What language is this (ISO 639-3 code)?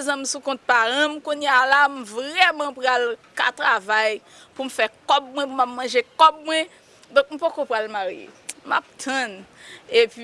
hat